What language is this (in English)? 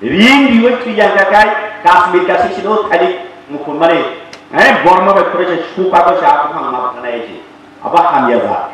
Kok Borok